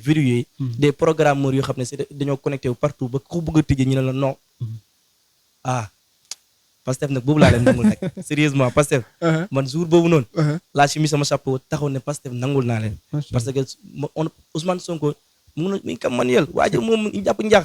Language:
Wolof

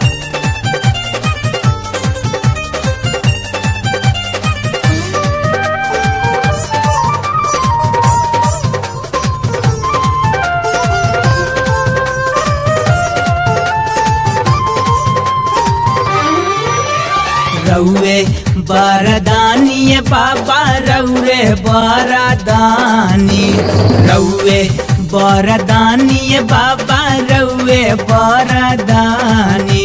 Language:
Bhojpuri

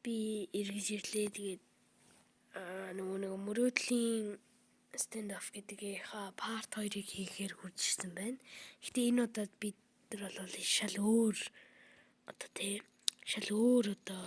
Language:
Mongolian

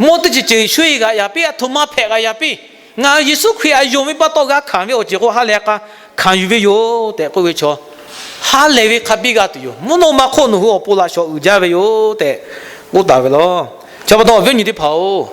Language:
Lahu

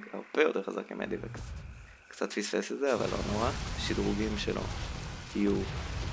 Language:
Hebrew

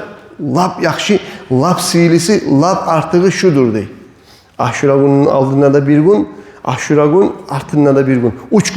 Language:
Kumyk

